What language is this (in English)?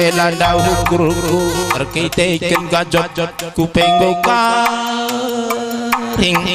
Batak Karo